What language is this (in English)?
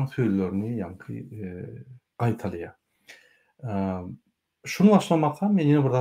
Turkmen